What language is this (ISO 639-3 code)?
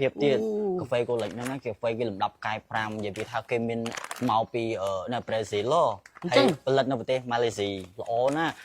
khm